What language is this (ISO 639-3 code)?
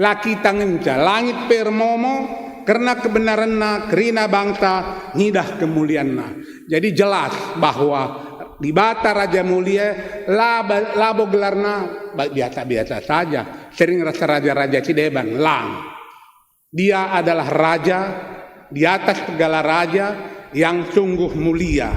btx